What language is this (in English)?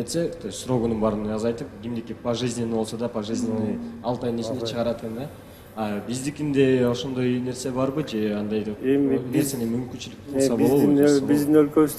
Kyrgyz